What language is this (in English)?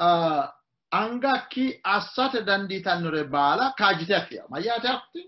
Sidamo